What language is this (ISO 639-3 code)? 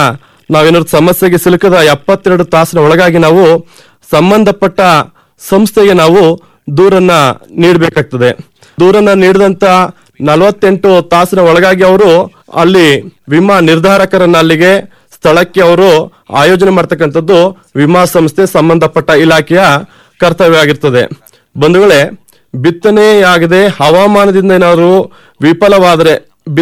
kan